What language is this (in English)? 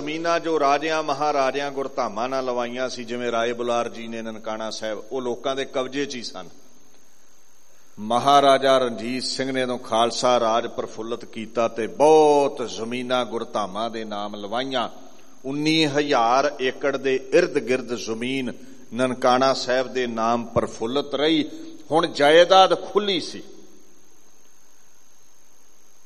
Punjabi